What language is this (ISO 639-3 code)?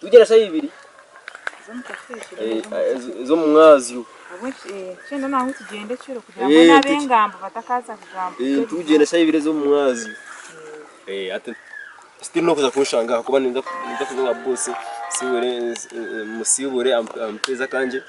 nyn